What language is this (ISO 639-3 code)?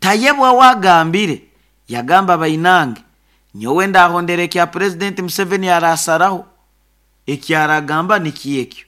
nyo